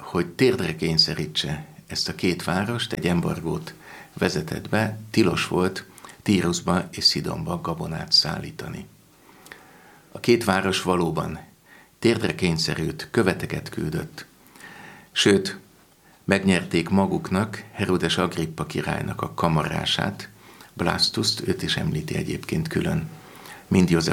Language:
Hungarian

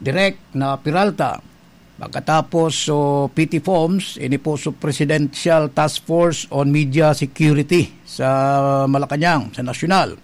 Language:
Bikol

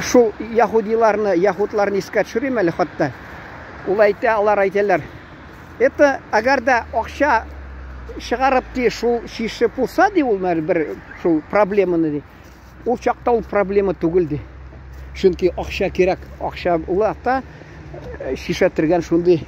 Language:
Tatar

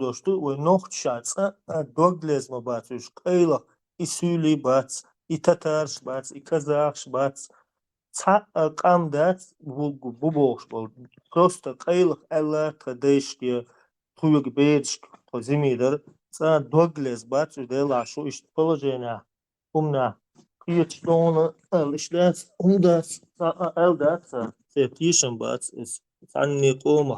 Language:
Chechen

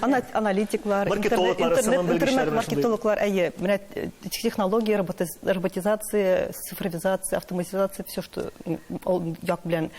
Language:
Tatar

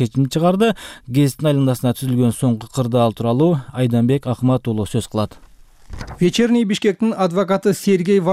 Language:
Kyrgyz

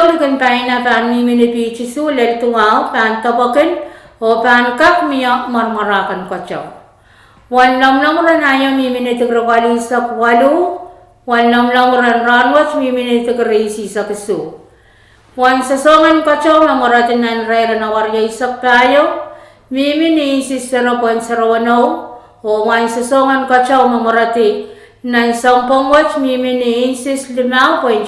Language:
Pohnpeian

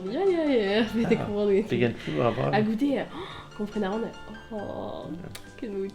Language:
Breton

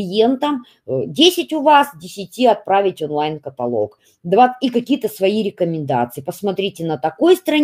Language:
Russian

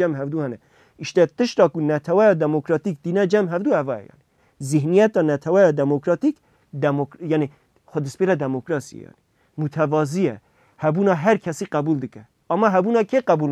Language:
Kurdish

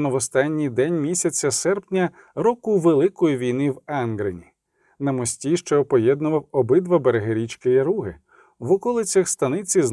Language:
Ukrainian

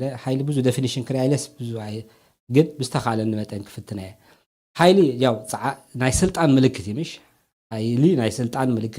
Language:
Tigrinya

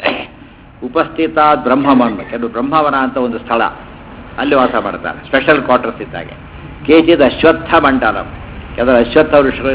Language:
Kannada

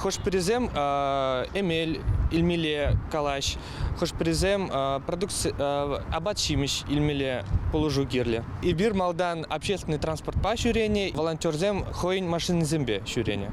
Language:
Chuvash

